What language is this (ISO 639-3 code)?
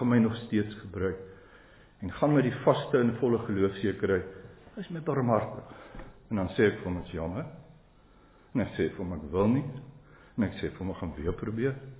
afr